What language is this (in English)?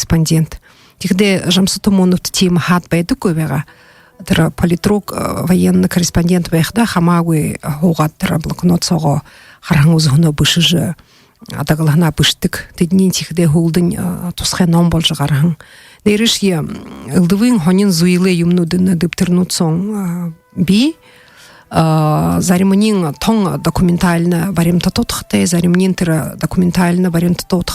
Buriat